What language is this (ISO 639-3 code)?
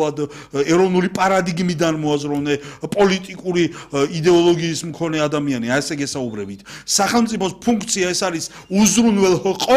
kat